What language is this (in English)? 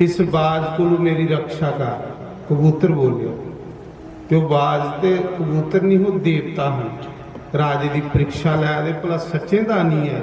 Dogri